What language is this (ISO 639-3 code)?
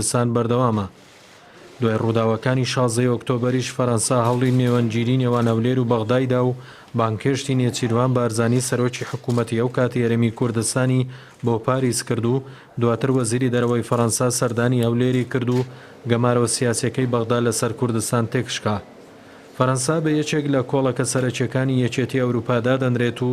ckb